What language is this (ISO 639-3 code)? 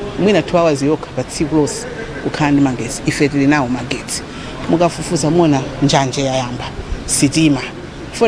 nya